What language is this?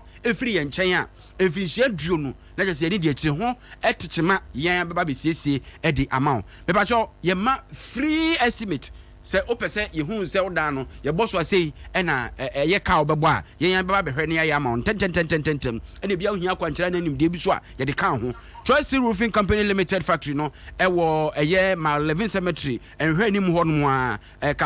Akan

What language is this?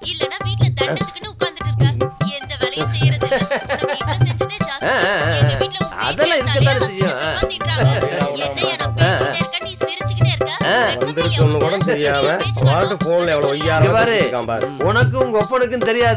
Tamil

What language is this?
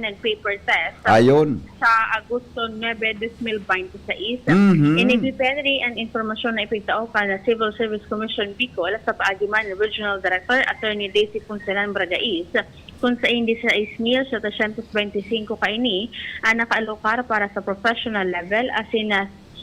Bikol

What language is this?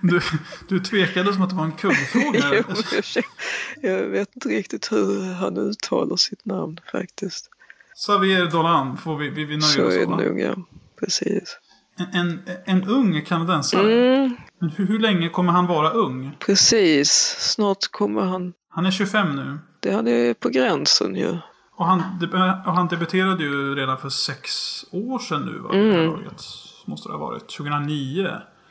Swedish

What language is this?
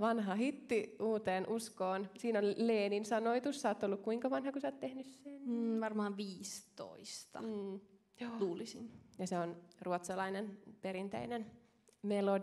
Finnish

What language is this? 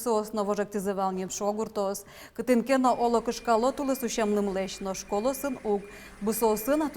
Udmurt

